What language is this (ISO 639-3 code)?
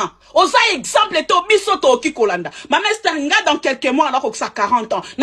lin